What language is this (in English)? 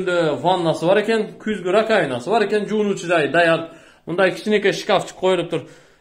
Kyrgyz